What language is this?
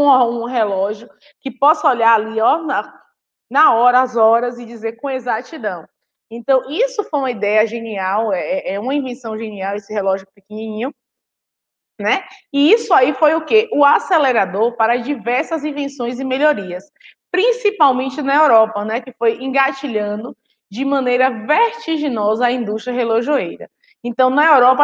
Portuguese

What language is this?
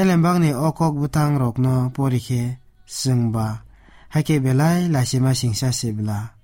Kok Borok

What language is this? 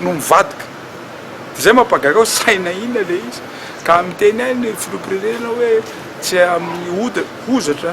Malagasy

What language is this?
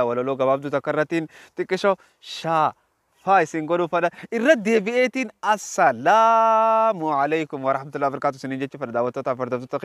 Oromo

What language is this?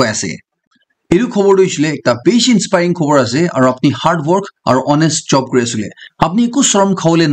Naga Pidgin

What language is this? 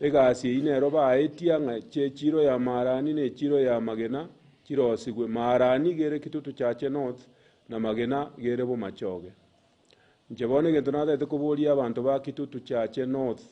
Gusii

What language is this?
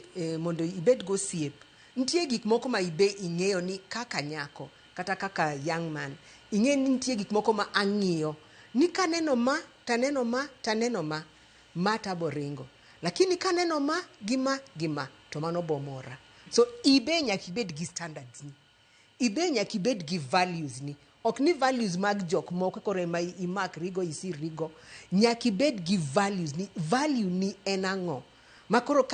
Luo (Kenya and Tanzania)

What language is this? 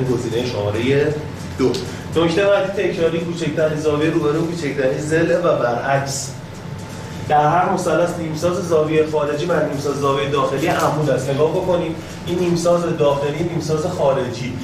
Persian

